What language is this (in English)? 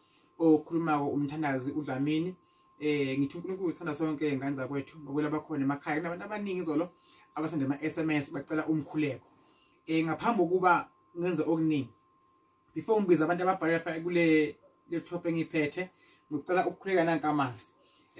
Zulu